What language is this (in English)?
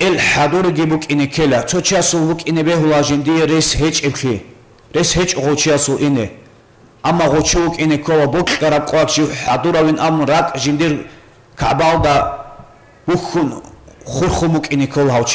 Avaric